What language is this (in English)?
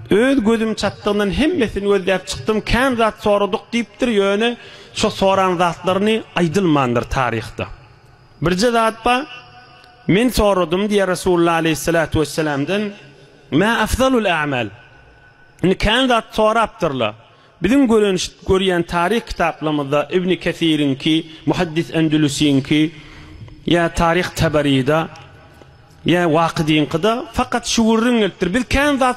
Turkmen